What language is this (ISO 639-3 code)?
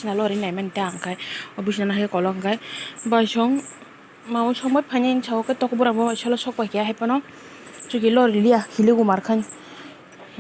trp